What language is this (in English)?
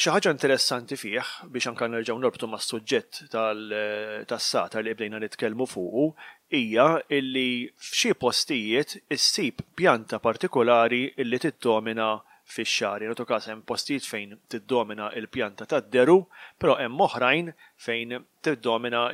Maltese